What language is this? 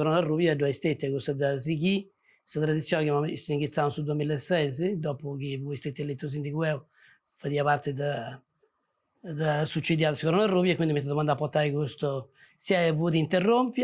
Sardinian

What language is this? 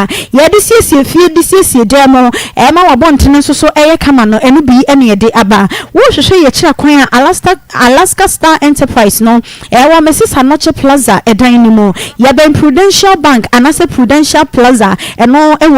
Akan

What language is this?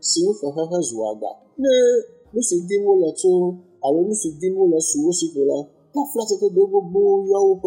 Ewe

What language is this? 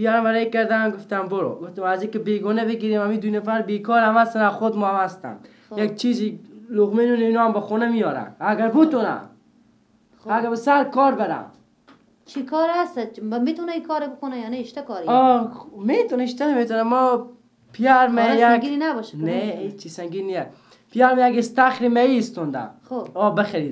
Persian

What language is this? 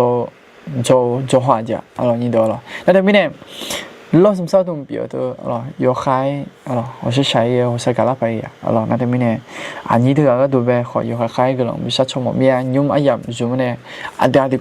Akha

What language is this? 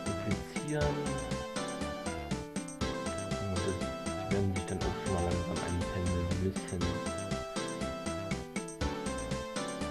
German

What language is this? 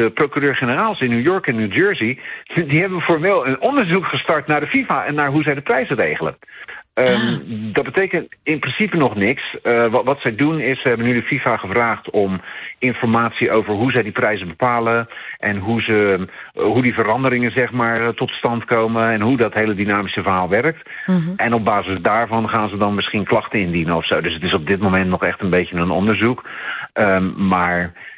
Dutch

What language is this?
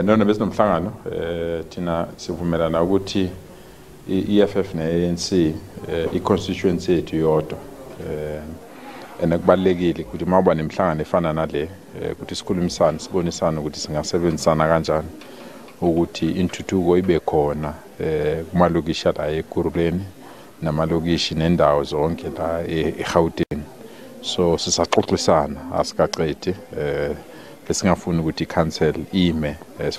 Zulu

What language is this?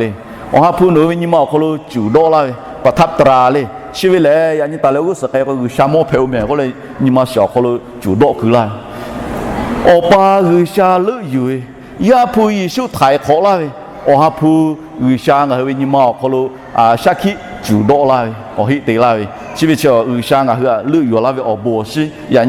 Lahu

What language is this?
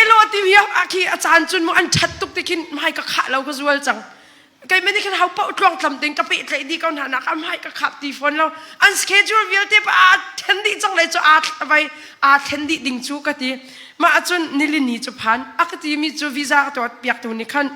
Hakha Chin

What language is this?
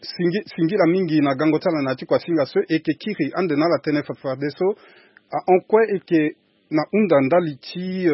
Sango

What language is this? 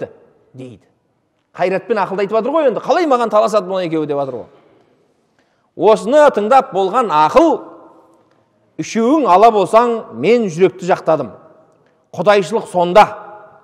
Kazakh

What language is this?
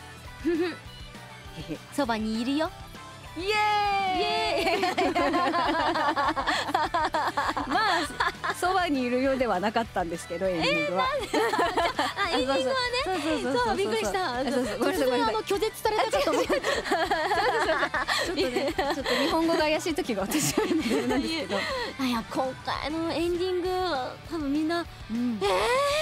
Japanese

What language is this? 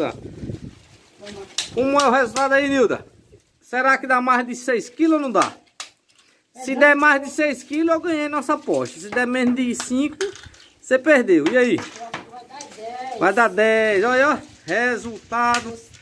Portuguese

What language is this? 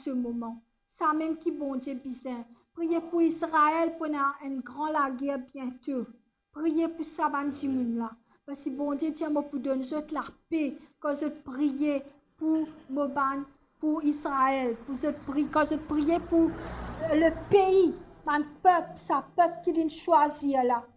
Morisyen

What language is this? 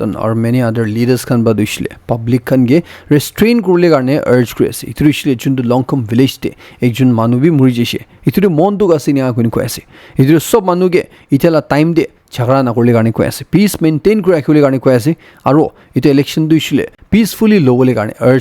Naga Pidgin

